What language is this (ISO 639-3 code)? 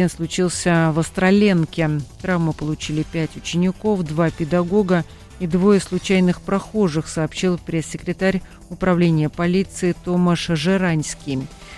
rus